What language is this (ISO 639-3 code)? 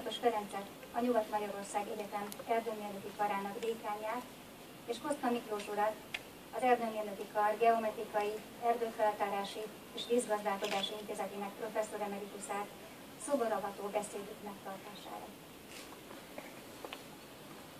hun